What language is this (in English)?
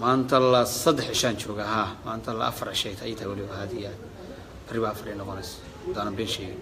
Somali